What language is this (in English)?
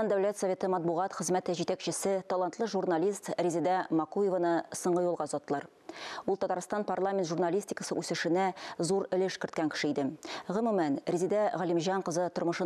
Tatar